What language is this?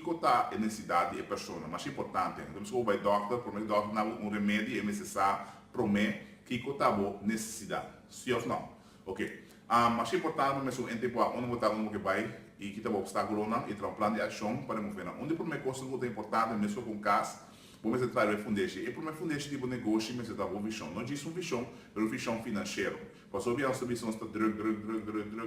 Papiamento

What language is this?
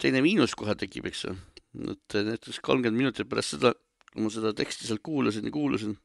Estonian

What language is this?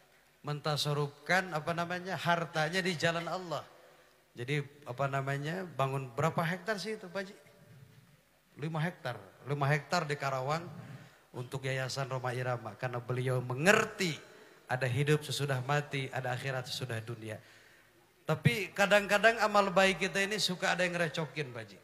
Indonesian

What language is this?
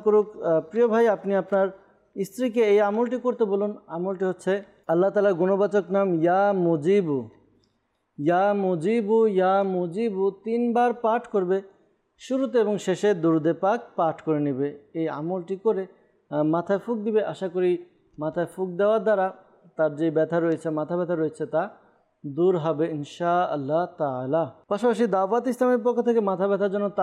Bangla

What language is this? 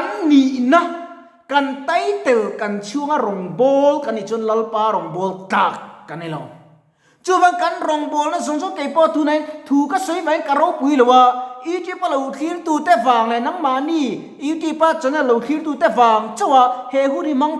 Mizo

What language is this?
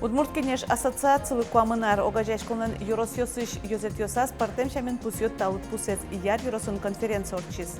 Udmurt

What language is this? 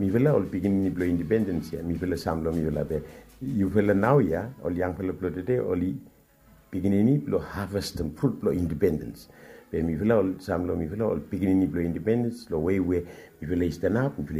Bislama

